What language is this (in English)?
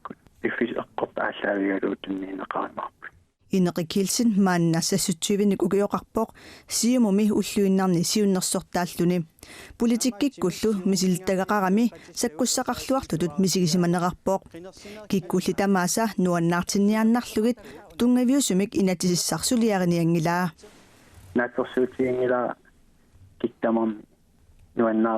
Kalaallisut